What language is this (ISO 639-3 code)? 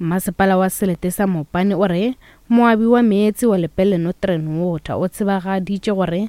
nso